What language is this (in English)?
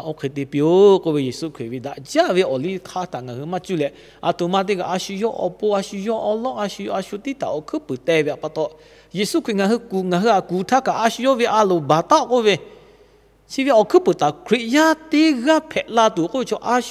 Lahu